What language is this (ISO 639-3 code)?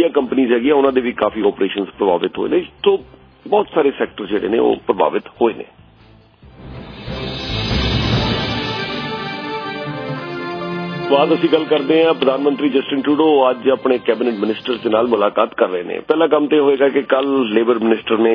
pan